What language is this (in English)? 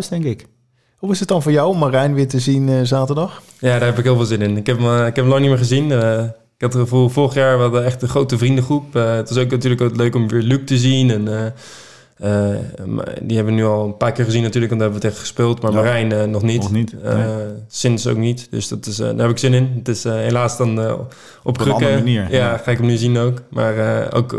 Dutch